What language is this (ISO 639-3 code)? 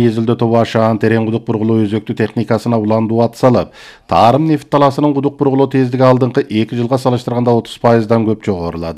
kir